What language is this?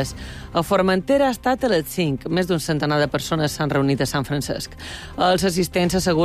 Catalan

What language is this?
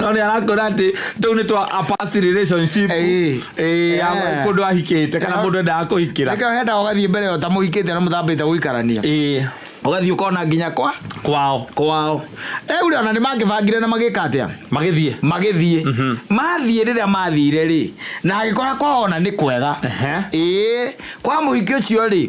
Kikuyu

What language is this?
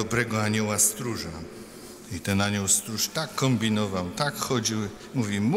Polish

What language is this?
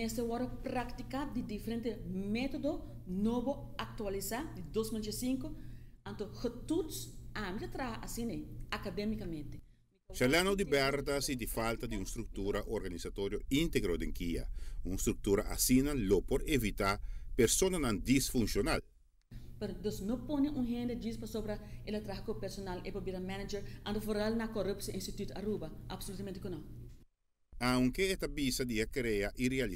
Papiamento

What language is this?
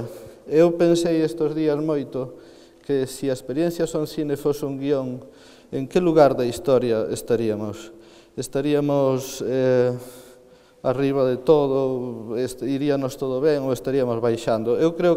Galician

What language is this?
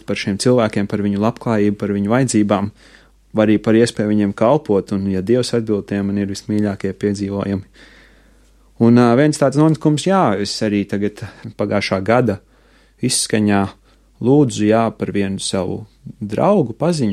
Latvian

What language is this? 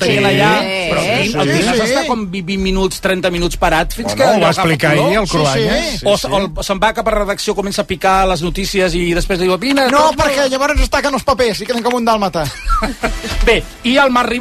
Catalan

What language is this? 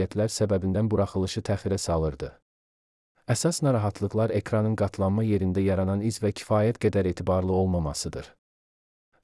Azerbaijani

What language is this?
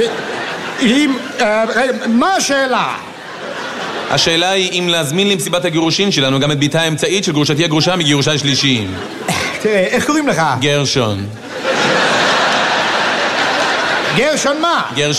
Hebrew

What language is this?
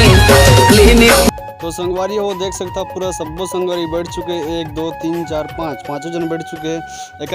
Chhattisgarhi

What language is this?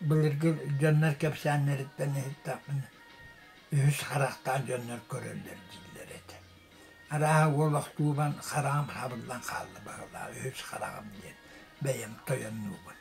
Yakut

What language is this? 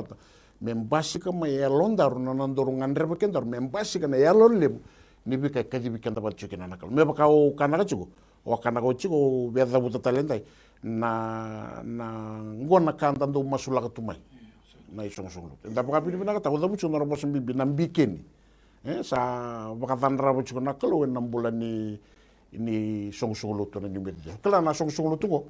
Fijian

